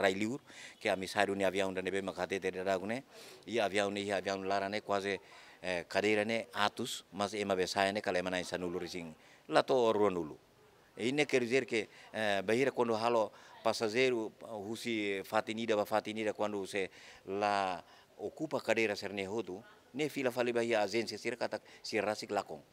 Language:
Tetum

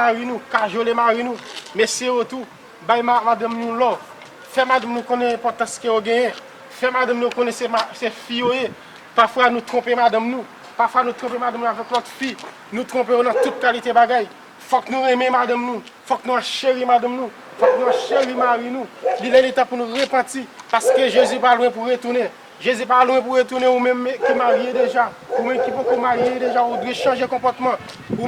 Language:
Haitian Creole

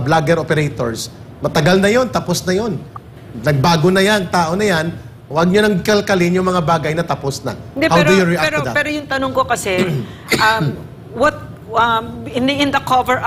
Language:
Filipino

